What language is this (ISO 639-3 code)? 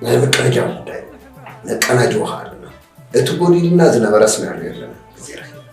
tir